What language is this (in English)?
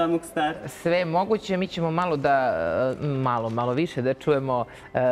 Serbian